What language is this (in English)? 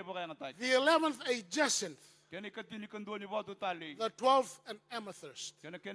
Fijian